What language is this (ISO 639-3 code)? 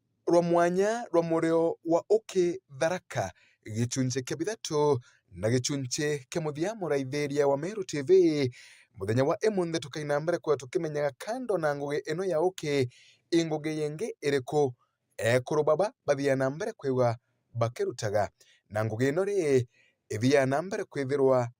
mer